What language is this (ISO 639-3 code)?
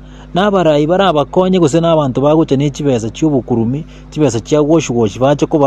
guz